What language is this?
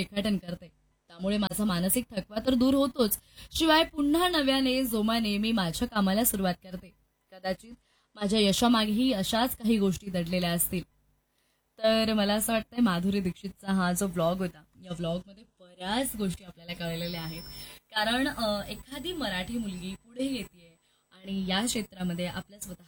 Marathi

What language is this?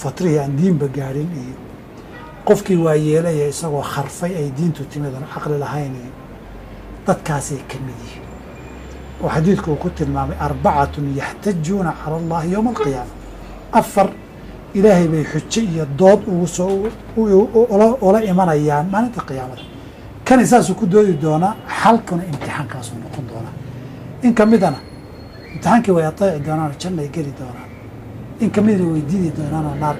Somali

